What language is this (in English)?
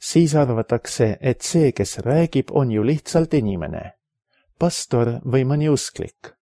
Estonian